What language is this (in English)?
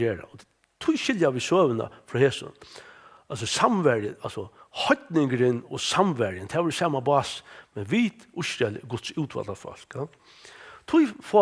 Faroese